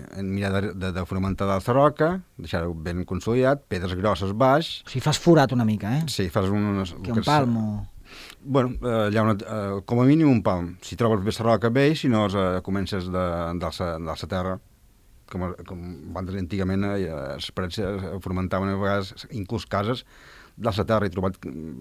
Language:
Catalan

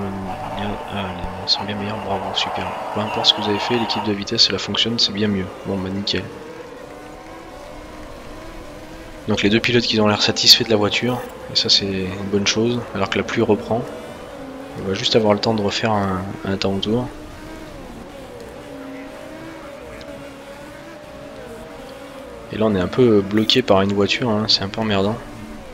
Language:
French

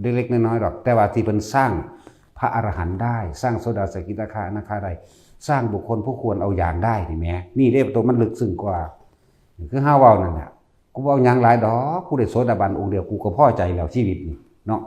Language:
Northeastern Thai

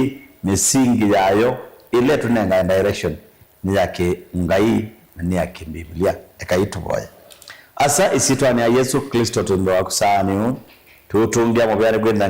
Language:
Kamba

